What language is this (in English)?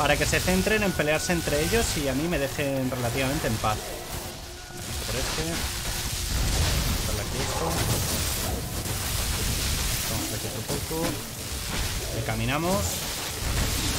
Spanish